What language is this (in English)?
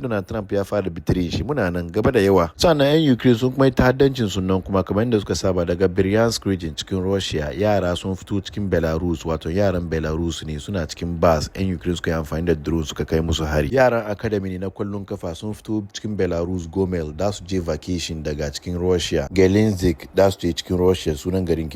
Hausa